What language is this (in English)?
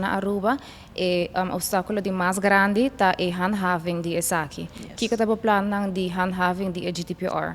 Papiamento